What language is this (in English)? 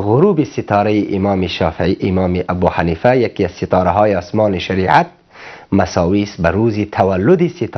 Persian